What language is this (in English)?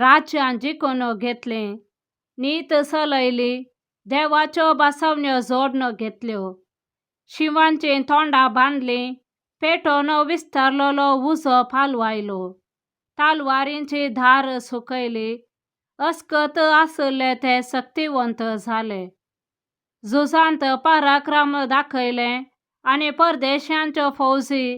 Konkani